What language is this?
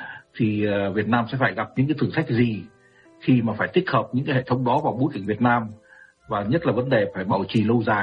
Vietnamese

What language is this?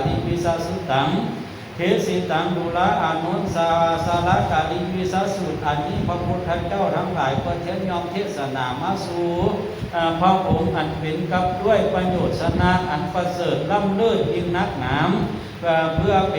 Lao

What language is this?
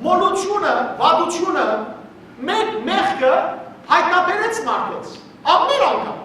Western Armenian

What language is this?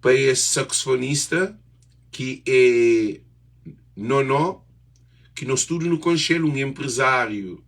Kabuverdianu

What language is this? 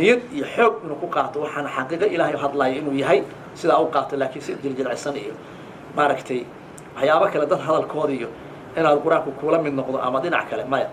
Somali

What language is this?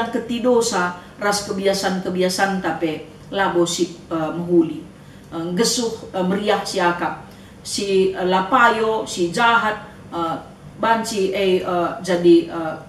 Batak Karo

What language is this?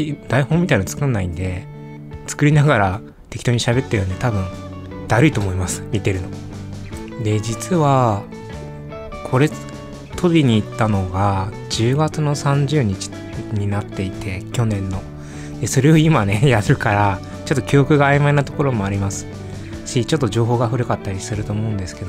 Japanese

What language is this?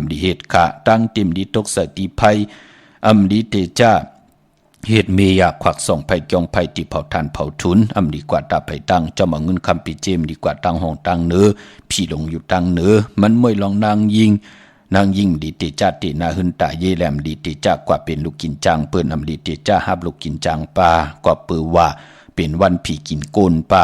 Shan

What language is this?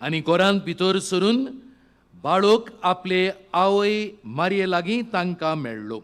Konkani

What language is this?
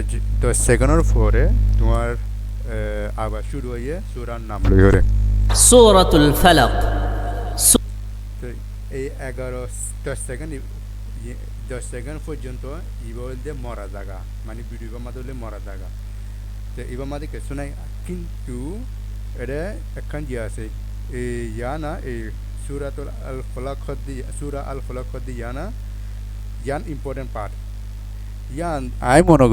Rohingya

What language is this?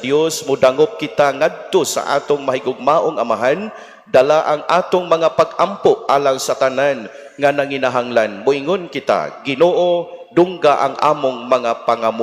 Cebuano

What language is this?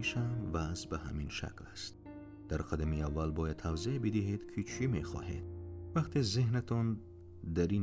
Tajik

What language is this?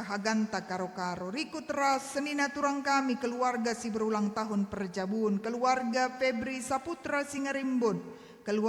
Batak Karo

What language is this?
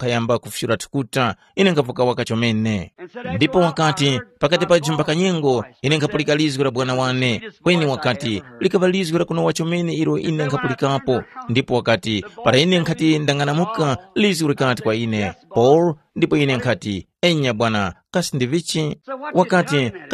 Tumbuka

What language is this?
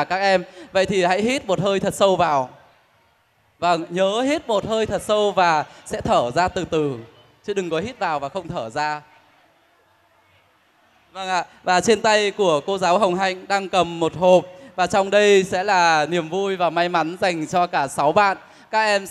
Vietnamese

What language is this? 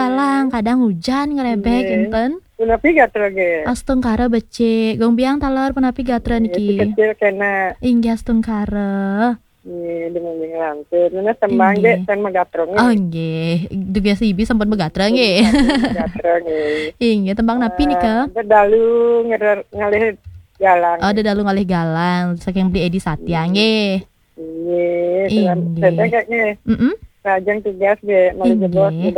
Balinese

